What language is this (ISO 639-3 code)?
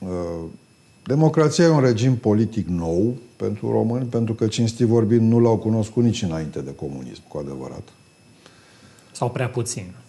ron